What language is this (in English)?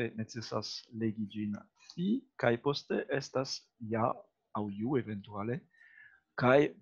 Esperanto